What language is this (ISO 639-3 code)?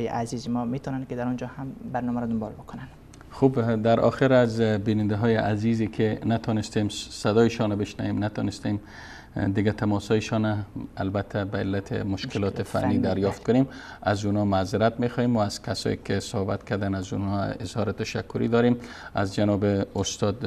fas